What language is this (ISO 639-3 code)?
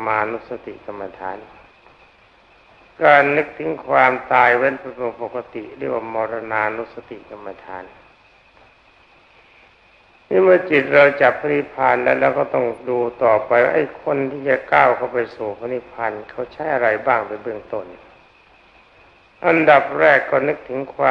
tha